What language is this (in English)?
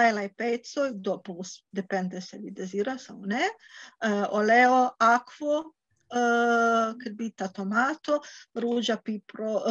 Esperanto